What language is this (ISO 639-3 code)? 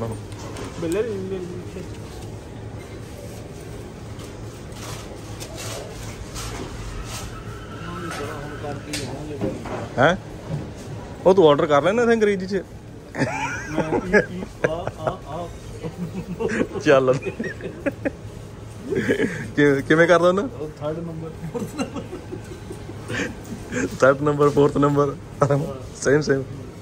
pan